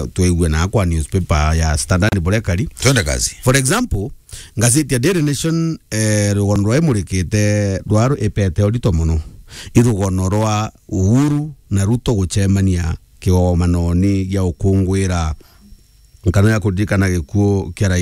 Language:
Meru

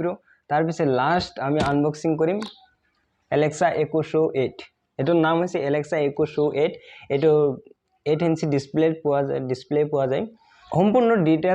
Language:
Assamese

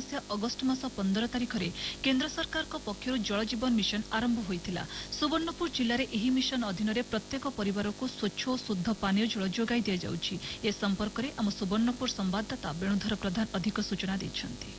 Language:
Odia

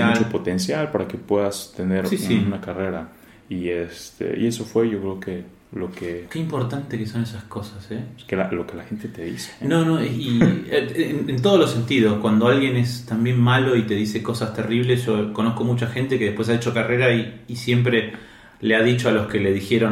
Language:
Spanish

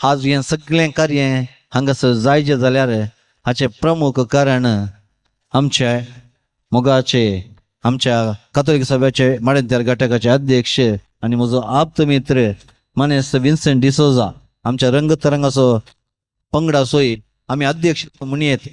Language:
Konkani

